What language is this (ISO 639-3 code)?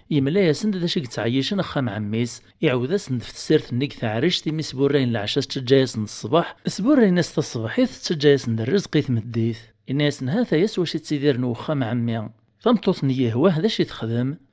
kab